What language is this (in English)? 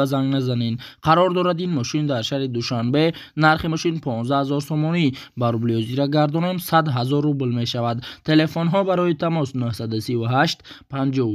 Tajik